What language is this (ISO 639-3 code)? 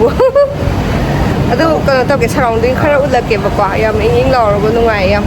mni